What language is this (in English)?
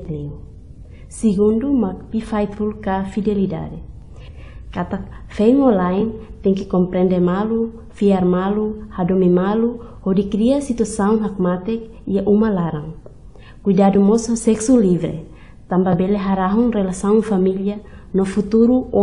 Tetum